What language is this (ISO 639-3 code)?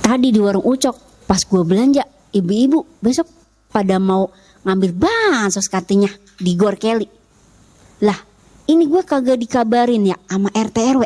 bew